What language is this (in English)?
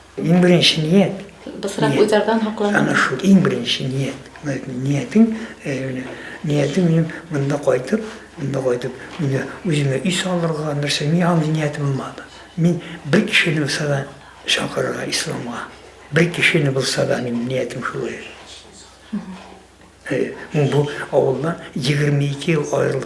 Bashkir